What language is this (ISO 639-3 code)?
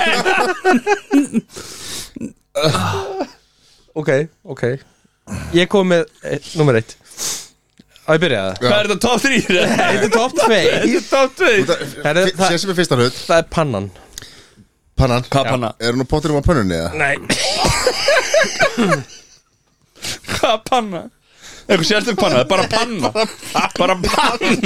isl